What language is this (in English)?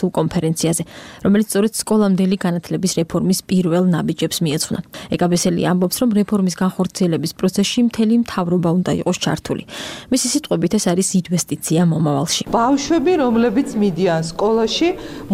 Georgian